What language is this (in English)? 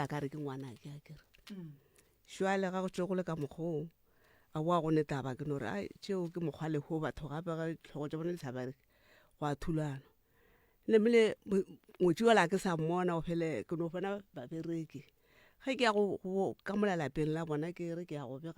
Northern Sotho